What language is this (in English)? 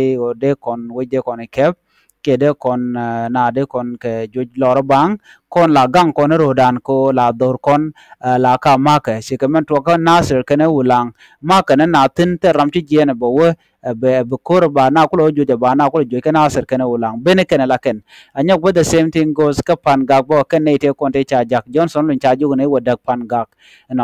Nuer